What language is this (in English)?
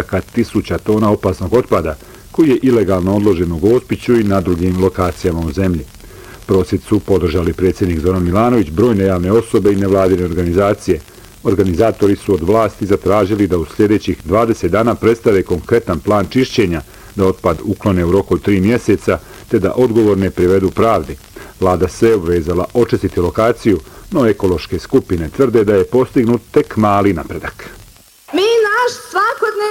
Bosnian